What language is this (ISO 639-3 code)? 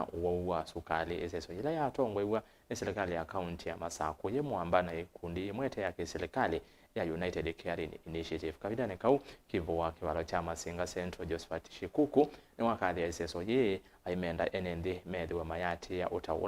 kam